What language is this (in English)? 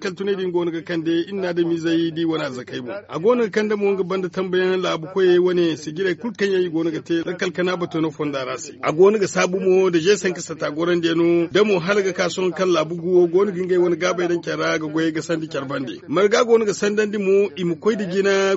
Zarma